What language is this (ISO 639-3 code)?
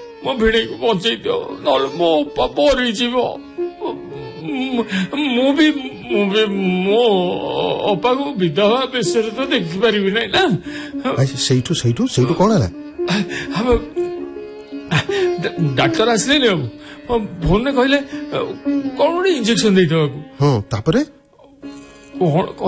ori